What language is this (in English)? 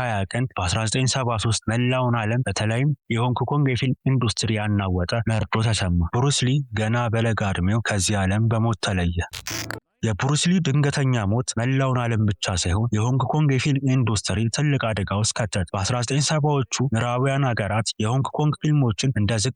Amharic